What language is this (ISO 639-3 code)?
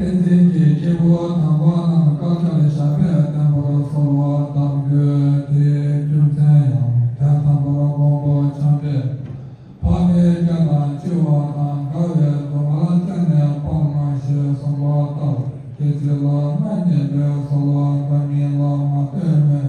bod